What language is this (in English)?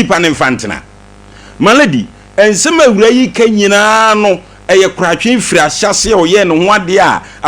Akan